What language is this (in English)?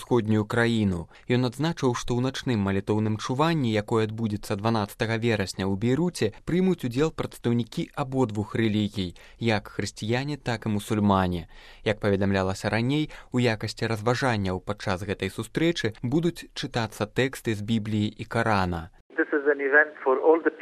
Belarusian